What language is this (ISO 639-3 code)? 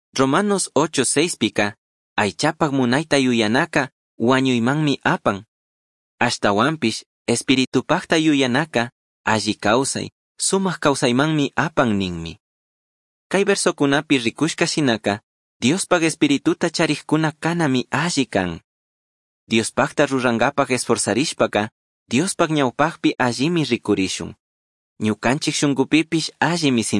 qug